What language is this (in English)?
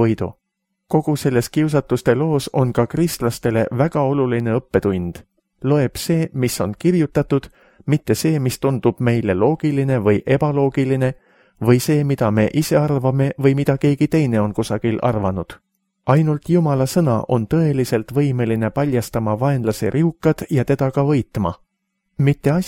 Estonian